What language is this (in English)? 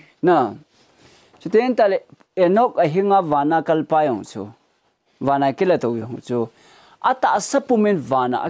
Thado Chin